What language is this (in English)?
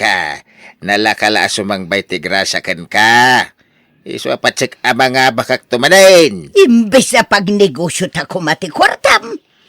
Iloko